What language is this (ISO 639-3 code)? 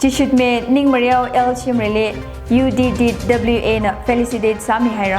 nmf